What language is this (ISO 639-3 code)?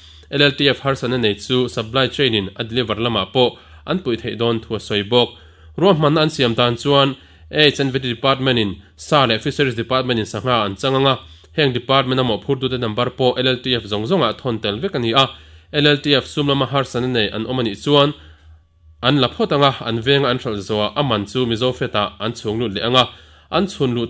lus